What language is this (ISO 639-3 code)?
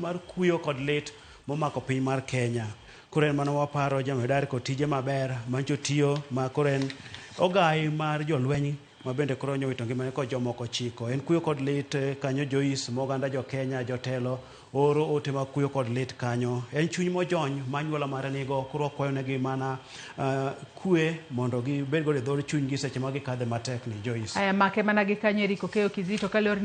luo